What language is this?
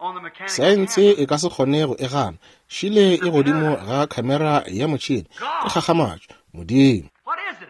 Northern Sotho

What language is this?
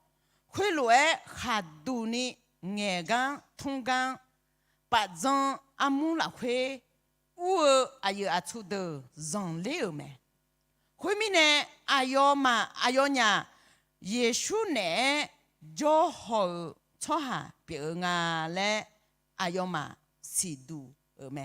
Akha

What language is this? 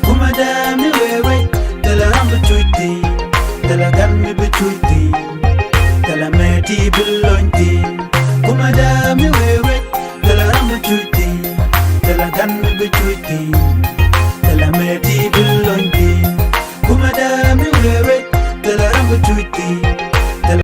Nuer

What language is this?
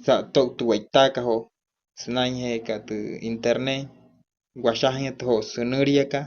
Wayuu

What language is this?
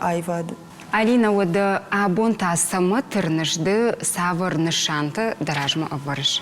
Ossetic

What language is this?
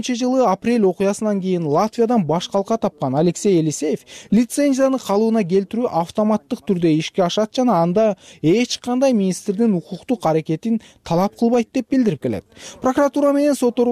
Kyrgyz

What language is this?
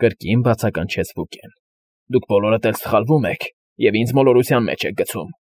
Armenian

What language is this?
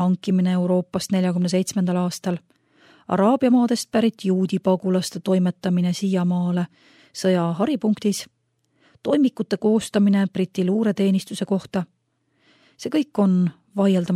Estonian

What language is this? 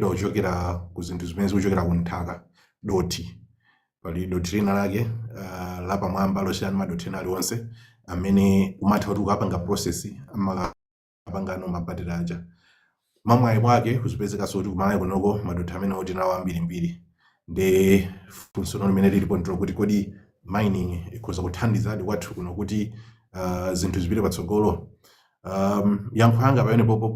Nyanja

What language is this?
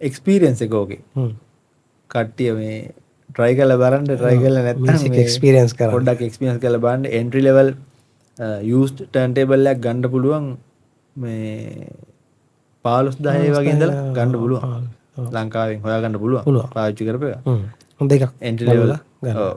Sinhala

